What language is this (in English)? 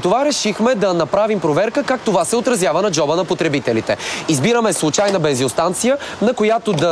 Bulgarian